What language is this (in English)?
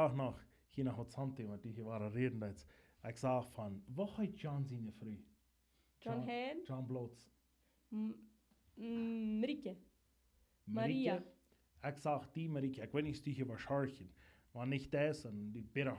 Plautdietsch